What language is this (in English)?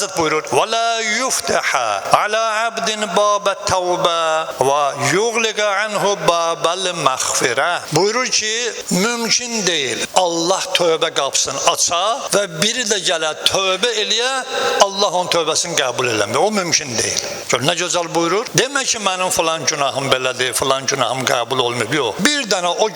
Azerbaijani